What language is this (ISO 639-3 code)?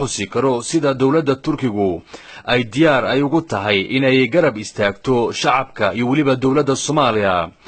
som